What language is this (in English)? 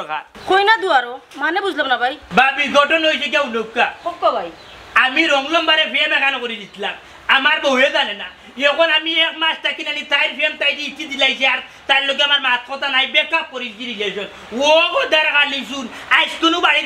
Sylheti